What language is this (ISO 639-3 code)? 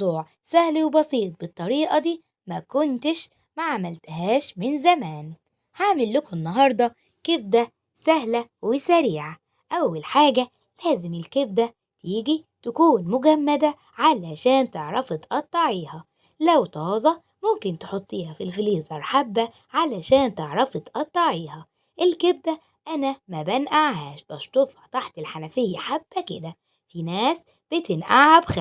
arz